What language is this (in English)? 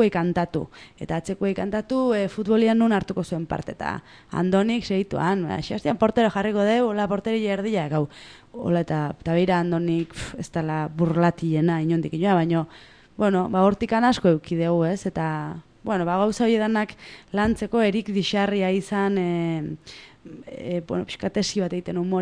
Basque